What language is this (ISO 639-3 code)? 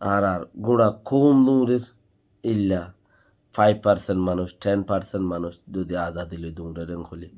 rhg